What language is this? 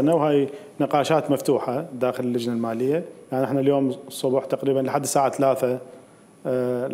Mesopotamian Arabic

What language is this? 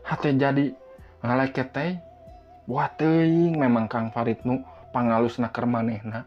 Sundanese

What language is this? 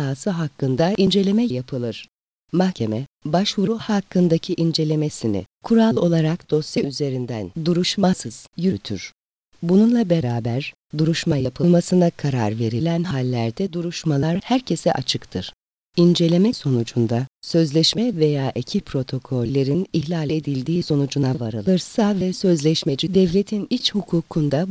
Turkish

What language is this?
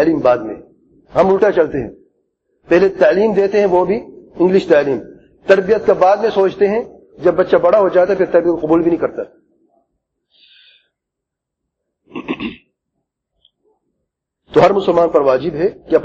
Urdu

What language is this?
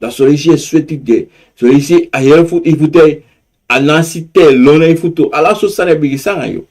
Sranan Tongo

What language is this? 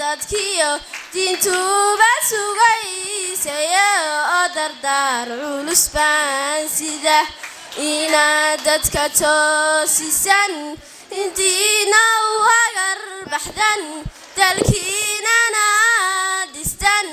Somali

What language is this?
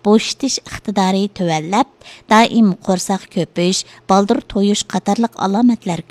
Uyghur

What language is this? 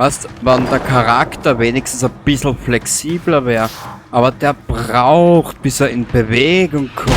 Bavarian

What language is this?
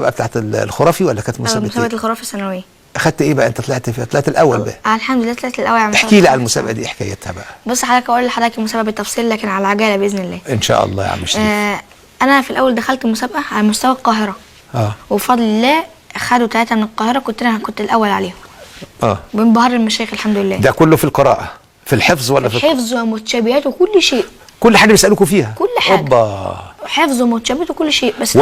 Egyptian Arabic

